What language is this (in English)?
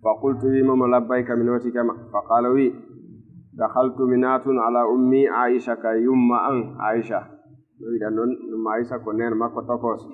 Fula